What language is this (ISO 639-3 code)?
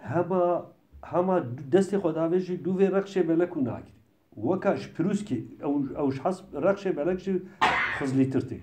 kur